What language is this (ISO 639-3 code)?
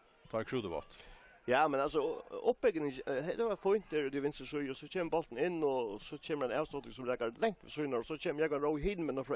fao